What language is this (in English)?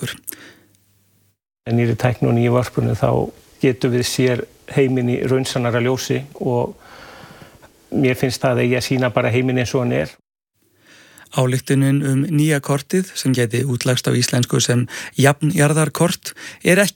Icelandic